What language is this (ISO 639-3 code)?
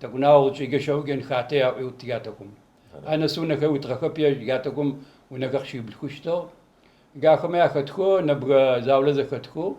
ady